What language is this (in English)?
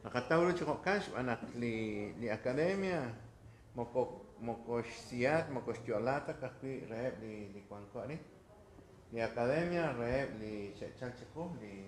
Kekchí